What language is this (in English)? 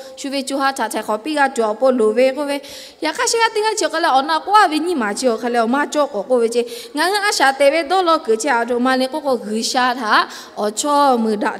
Lahu